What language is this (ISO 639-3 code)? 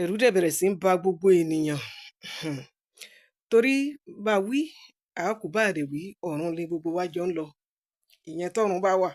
yor